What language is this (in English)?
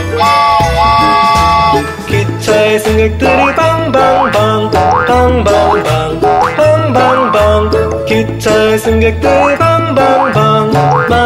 Korean